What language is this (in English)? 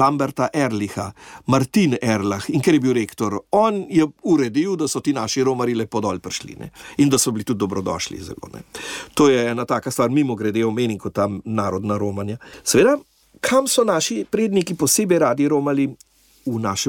Slovenian